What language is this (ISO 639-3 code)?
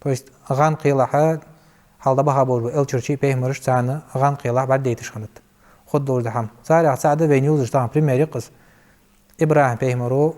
inh